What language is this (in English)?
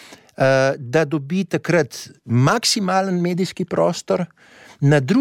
Slovenian